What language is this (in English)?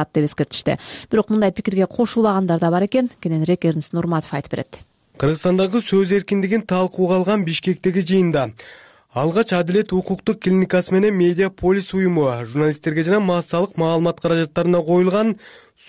Kyrgyz